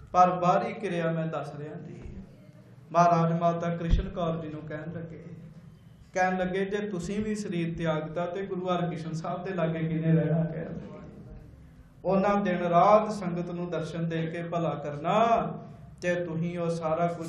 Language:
Punjabi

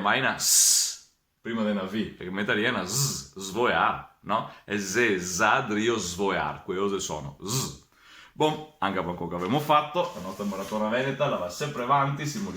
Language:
Venetian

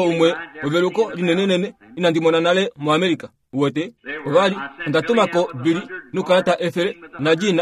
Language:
Kuanyama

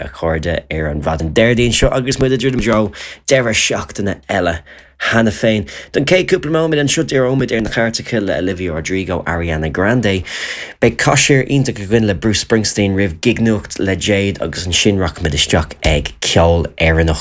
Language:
Irish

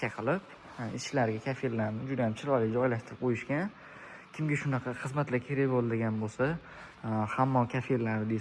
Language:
Uzbek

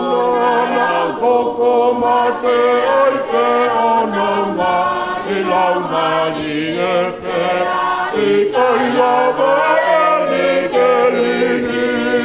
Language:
Tongan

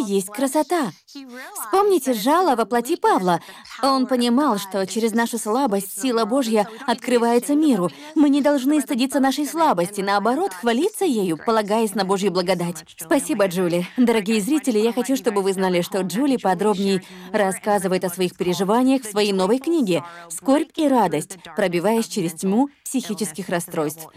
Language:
Russian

